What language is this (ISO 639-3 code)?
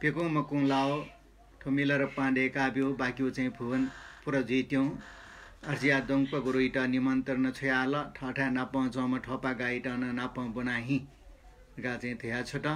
new